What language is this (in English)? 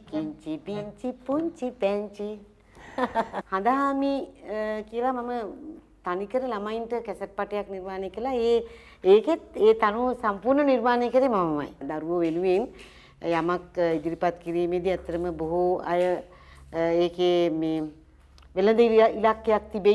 Sinhala